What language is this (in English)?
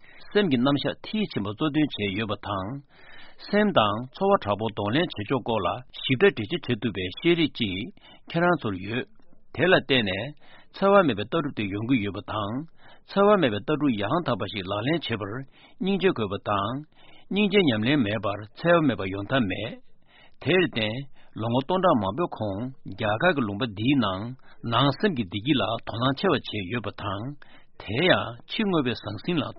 Tibetan